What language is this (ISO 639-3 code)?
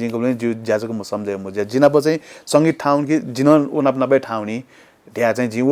new